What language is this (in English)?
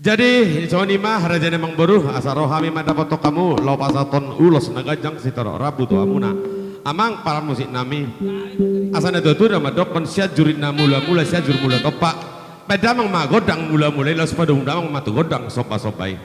Batak Toba